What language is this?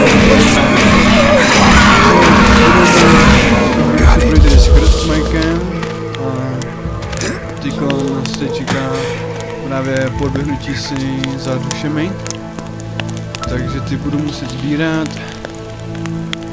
Czech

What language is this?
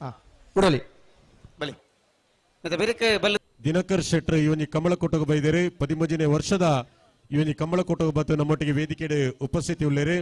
Tulu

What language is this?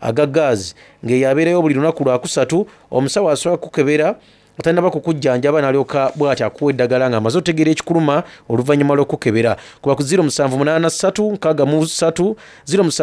Soga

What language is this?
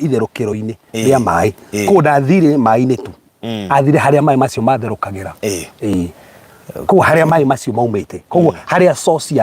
Kikuyu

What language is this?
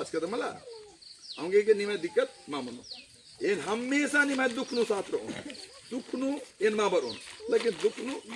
Kurukh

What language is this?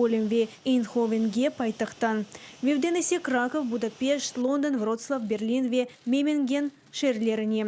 Crimean Tatar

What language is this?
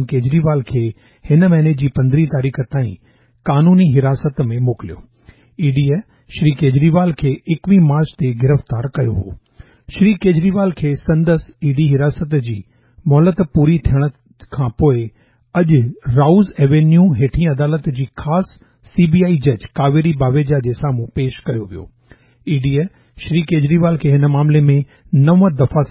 Sindhi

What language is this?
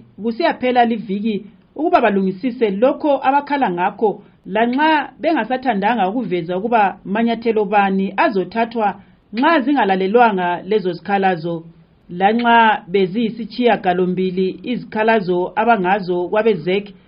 North Ndebele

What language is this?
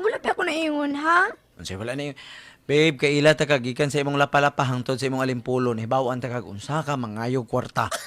Cebuano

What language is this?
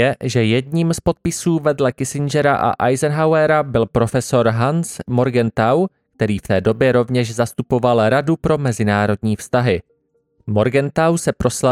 Czech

